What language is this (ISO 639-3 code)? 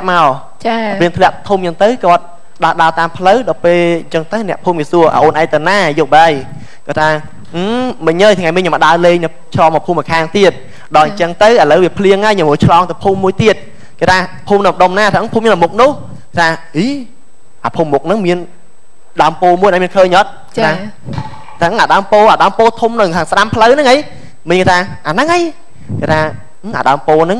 khm